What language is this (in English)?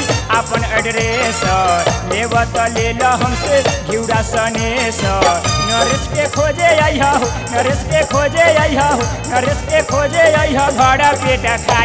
Bhojpuri